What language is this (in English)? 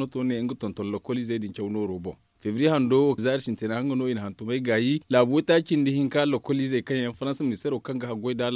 Zarma